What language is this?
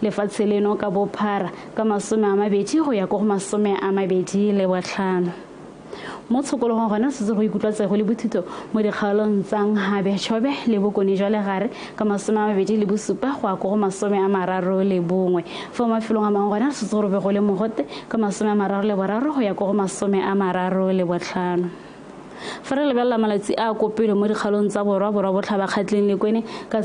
Tswana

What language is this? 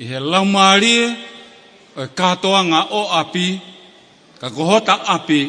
Tongan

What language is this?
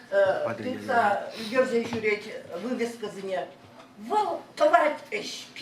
Chuvash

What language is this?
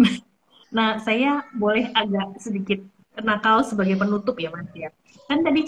Indonesian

